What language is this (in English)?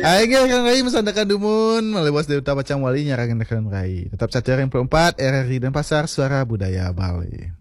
Balinese